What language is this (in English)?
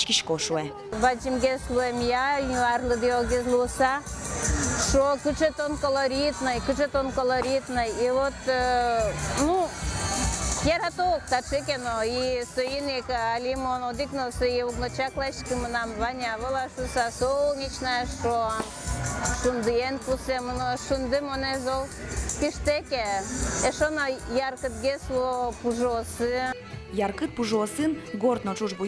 Udmurt